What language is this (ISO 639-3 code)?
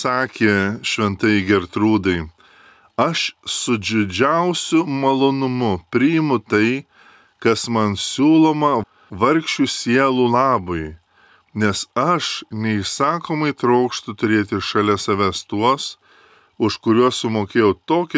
lit